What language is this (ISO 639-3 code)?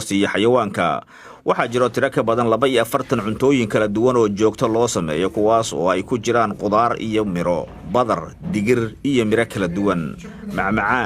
som